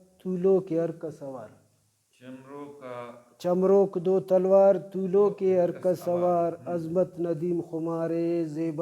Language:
Brahui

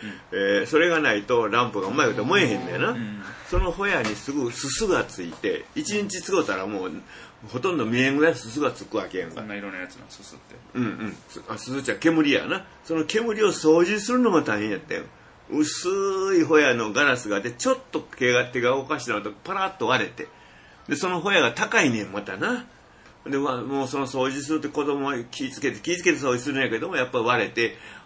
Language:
Japanese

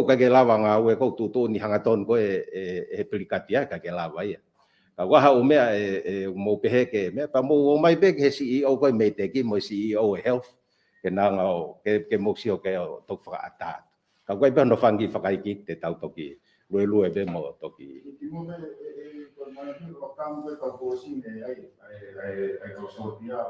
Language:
Tongan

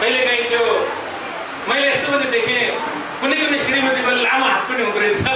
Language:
Nepali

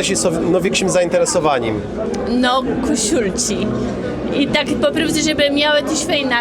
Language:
Kashubian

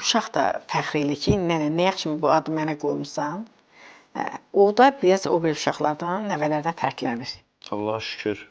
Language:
Azerbaijani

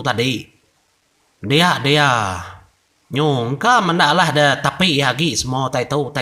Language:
Iban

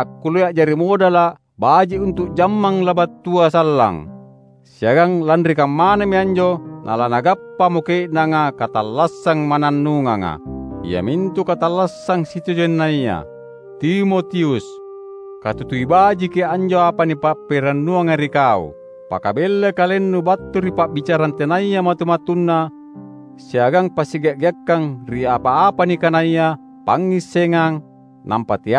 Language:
Makasar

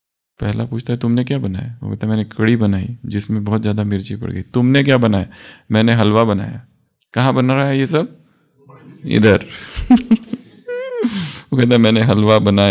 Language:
Hindi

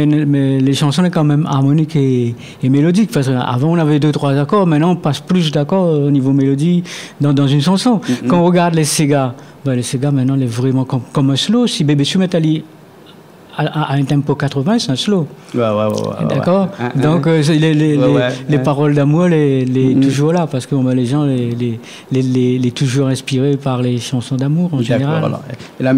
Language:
Réunion Creole French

